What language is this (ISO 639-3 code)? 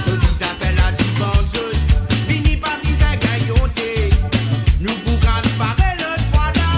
mfe